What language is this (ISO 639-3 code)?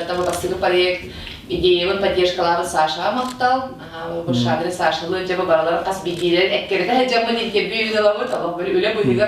sah